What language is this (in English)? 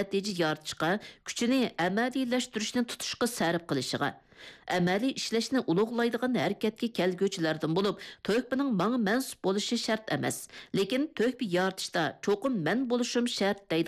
Uyghur